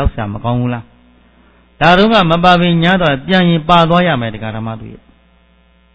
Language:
Burmese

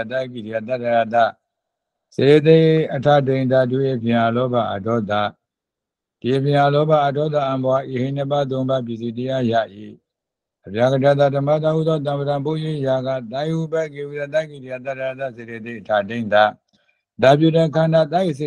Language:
Burmese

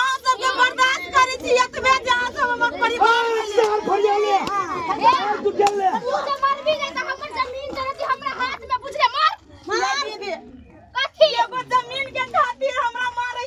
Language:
Maithili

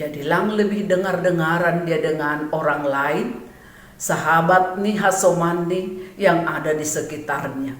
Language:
Batak Simalungun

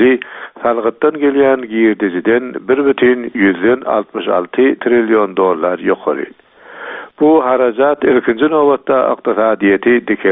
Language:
Turkmen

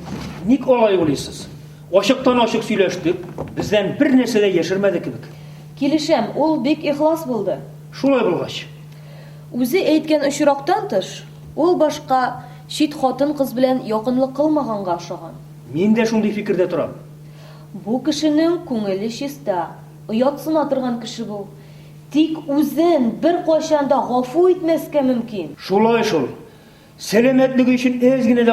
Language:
Tatar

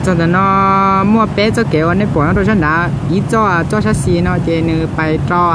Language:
Hmong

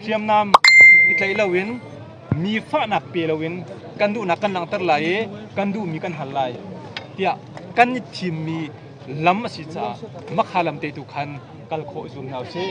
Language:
Hakha Chin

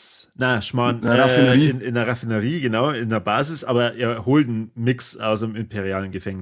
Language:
Bavarian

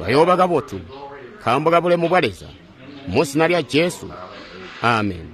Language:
Tonga (Zambia)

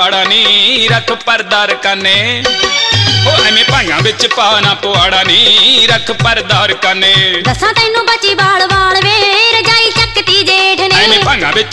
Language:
Punjabi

